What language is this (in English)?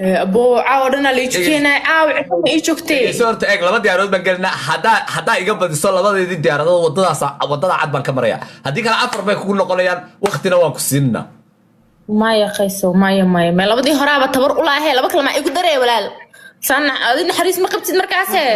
Somali